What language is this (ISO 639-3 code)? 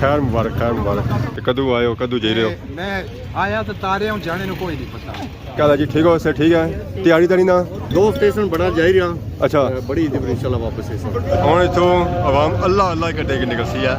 phr